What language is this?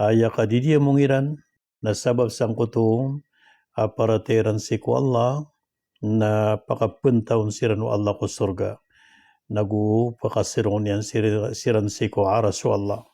Maranao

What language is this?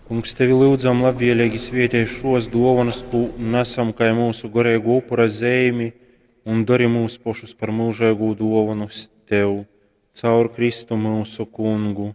Latgalian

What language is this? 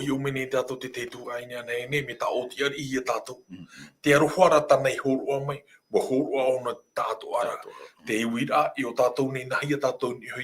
Tahitian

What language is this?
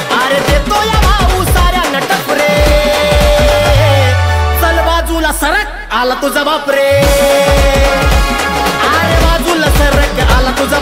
Marathi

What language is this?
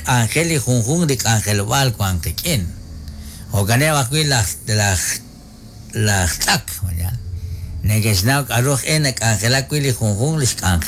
Kekchí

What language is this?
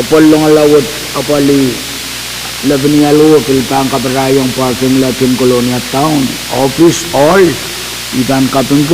Pohnpeian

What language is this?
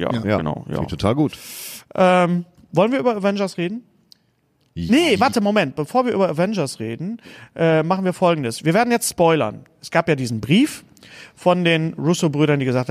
German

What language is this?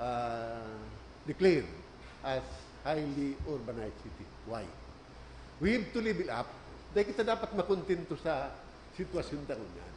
Bikol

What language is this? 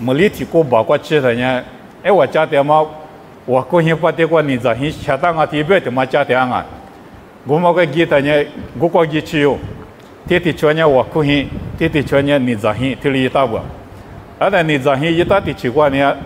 Lisu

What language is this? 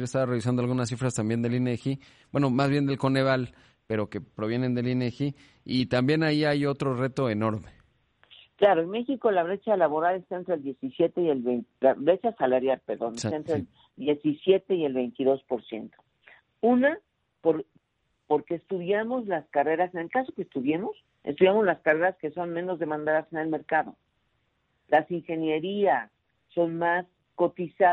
Spanish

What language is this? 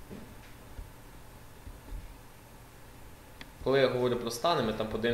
Ukrainian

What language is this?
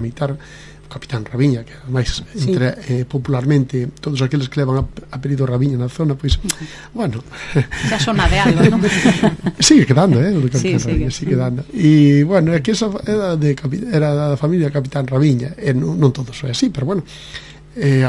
Galician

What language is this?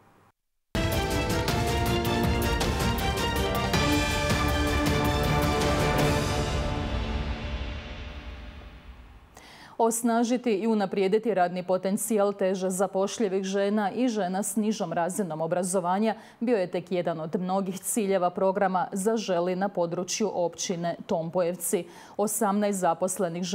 Croatian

